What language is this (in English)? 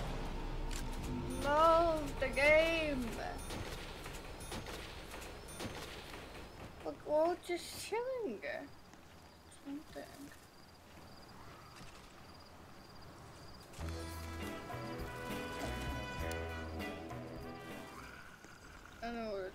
English